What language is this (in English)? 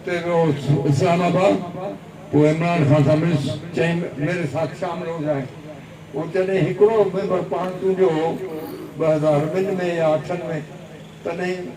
Sindhi